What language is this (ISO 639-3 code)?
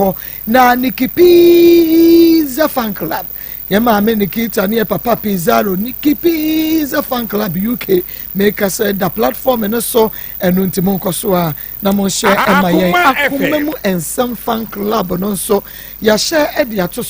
aka